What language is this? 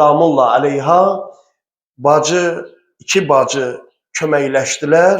Azerbaijani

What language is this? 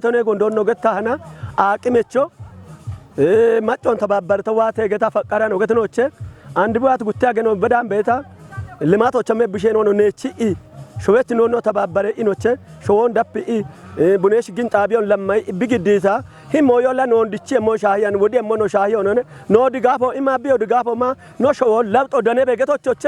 Kafa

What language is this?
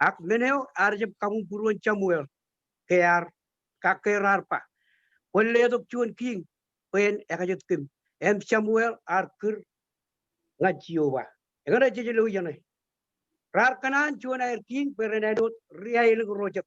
Marshallese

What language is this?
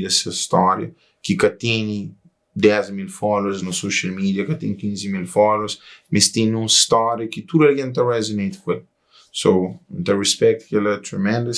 Kabuverdianu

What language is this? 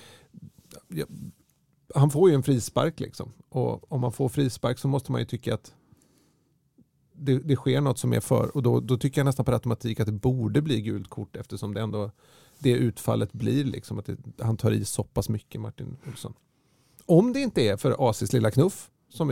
Swedish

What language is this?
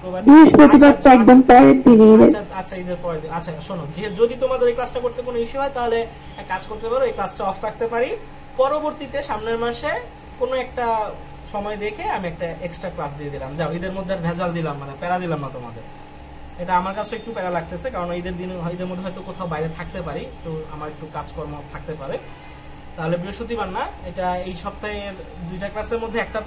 Bangla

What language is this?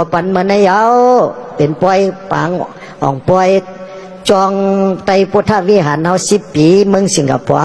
Shan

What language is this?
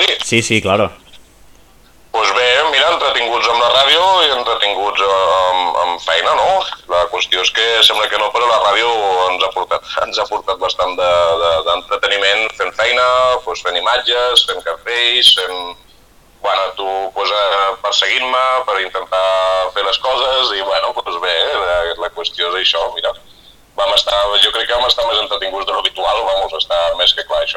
Catalan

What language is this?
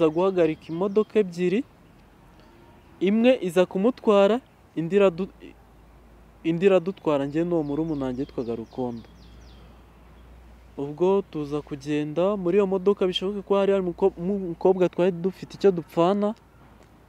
Kinyarwanda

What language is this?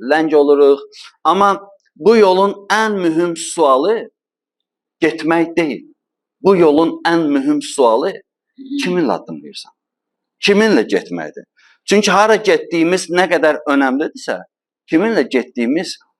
Azerbaijani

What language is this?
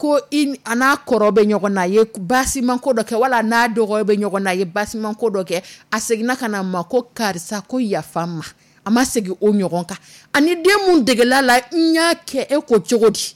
Dyula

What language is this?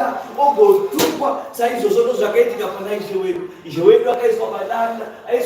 Shona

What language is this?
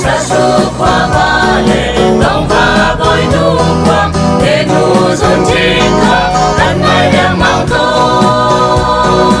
Hakha Chin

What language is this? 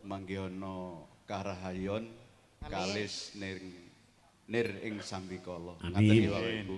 Javanese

